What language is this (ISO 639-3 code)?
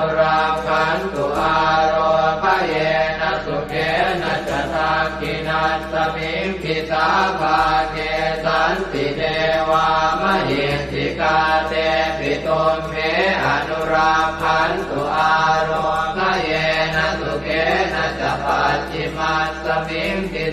pli